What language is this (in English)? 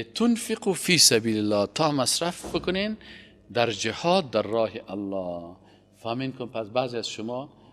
Persian